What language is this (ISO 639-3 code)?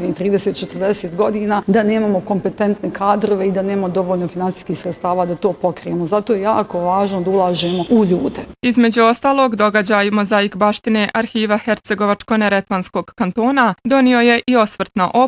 bos